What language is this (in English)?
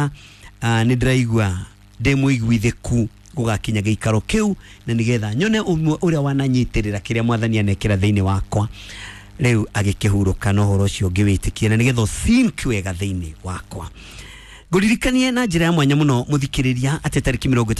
Kikuyu